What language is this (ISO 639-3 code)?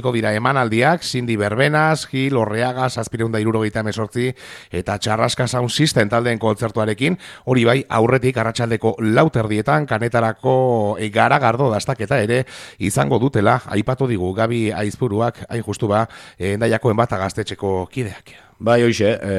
eus